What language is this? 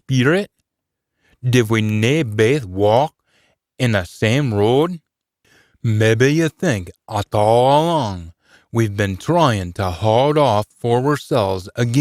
Scots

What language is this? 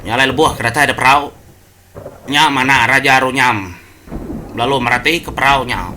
Iban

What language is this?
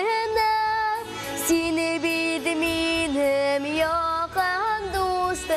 Tatar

